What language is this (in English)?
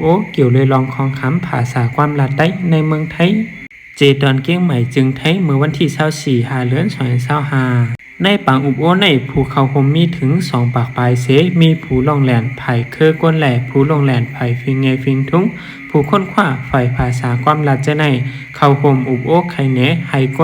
Shan